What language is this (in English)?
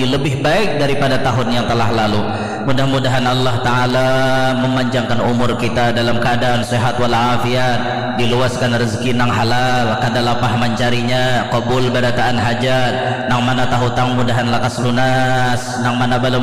Banjar